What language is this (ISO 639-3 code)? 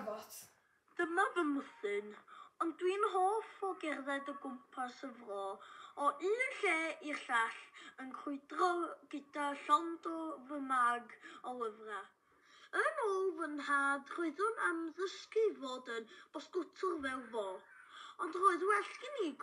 cym